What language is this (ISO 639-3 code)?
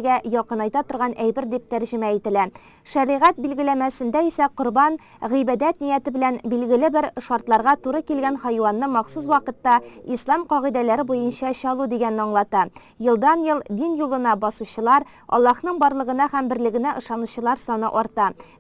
tat